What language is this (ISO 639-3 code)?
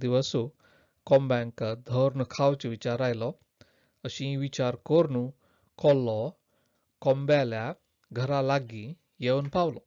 kok